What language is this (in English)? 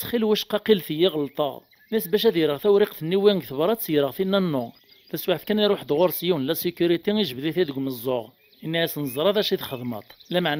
Kabyle